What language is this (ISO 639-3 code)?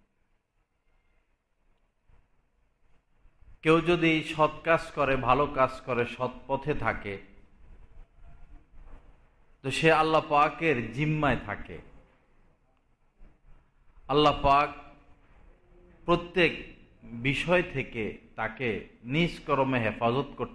ben